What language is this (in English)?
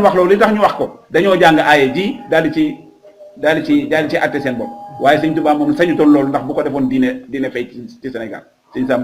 Wolof